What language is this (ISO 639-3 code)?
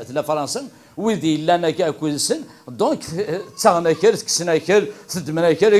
kab